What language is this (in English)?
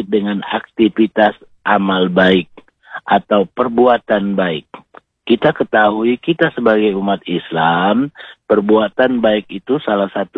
Indonesian